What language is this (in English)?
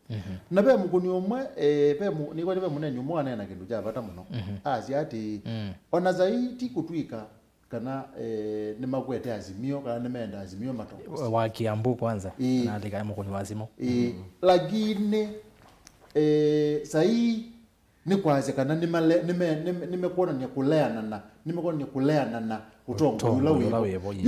Kamba